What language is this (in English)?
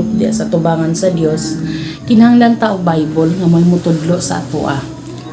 Cebuano